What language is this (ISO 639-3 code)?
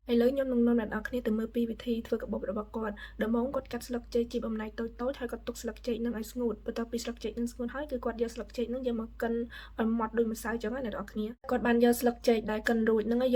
khm